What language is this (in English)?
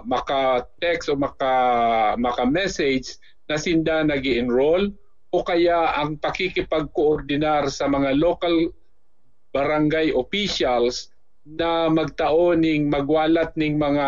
Bikol